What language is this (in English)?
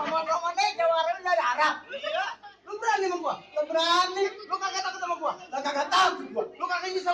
Betawi